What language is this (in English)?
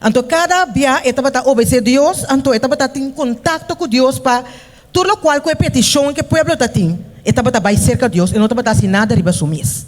Papiamento